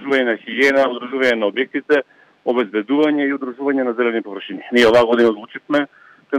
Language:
Macedonian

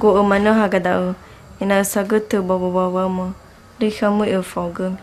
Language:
Nias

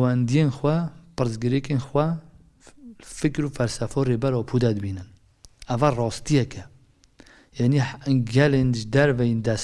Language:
Kurdish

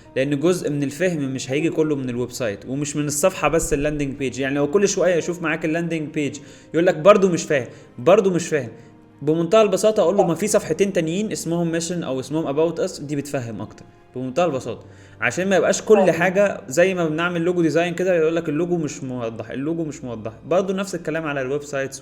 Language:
Egyptian Arabic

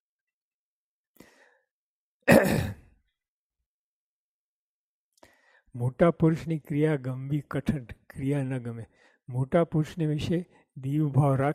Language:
Gujarati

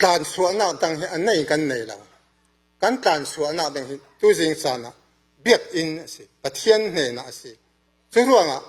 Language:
Falam Chin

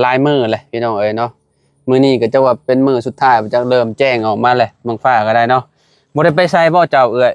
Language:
Lao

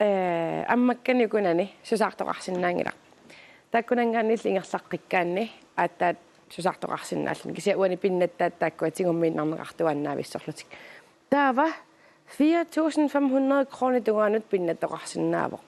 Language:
Kalaallisut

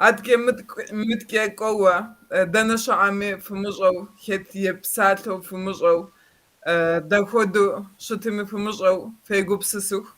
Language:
Kabardian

